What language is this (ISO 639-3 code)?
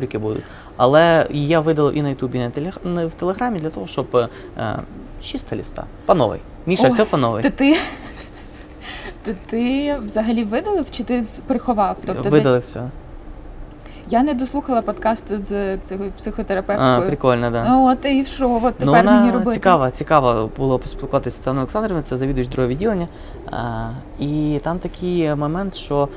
ukr